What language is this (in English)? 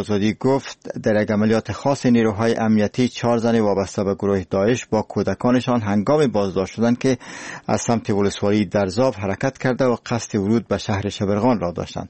Persian